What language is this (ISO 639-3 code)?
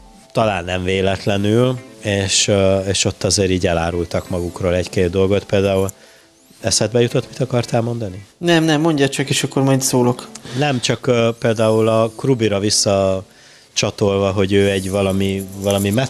hun